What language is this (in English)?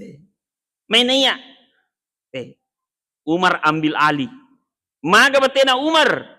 Buginese